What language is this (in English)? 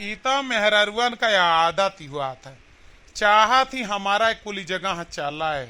Awadhi